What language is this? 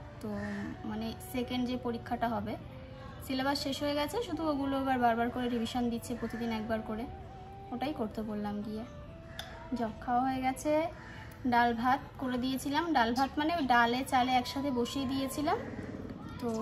Bangla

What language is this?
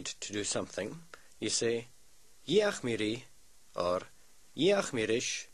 Scottish Gaelic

